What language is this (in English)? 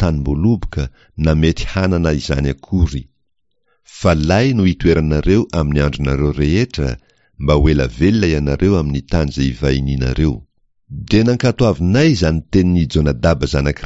Malagasy